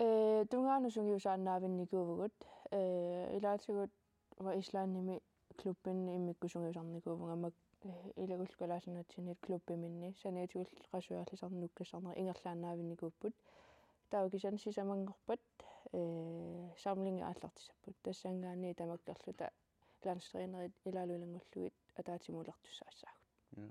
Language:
Kalaallisut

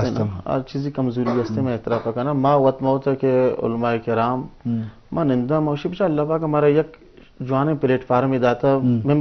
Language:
Eastern Balochi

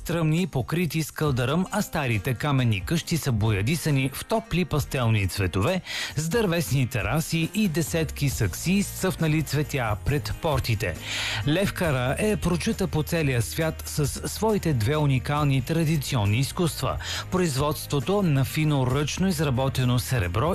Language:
Bulgarian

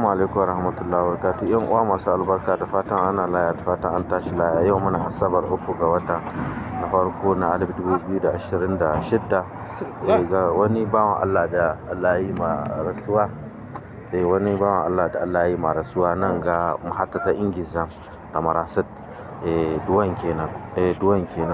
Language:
Hausa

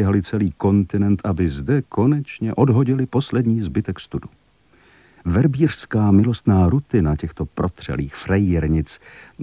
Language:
Czech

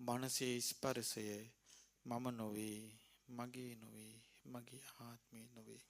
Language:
Sinhala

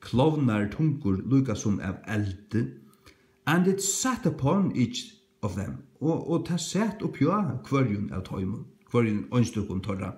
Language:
Faroese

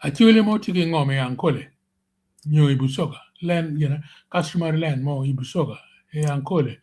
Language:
Acoli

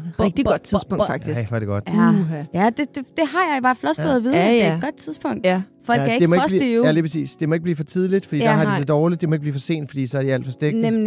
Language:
Danish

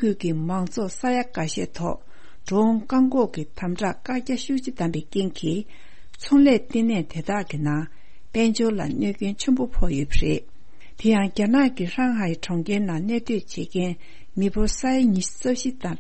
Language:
Tibetan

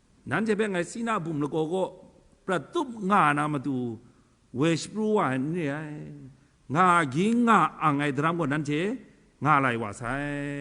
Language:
Kachin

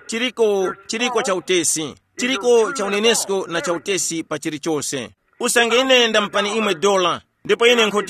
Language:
Tumbuka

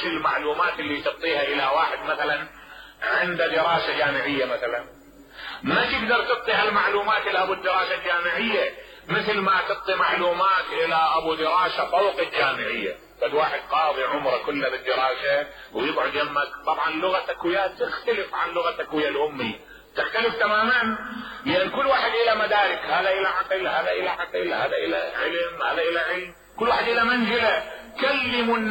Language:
Mesopotamian Arabic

